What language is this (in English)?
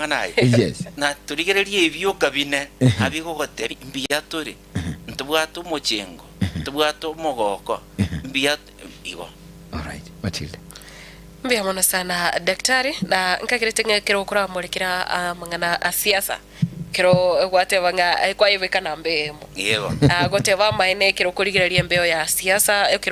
Gusii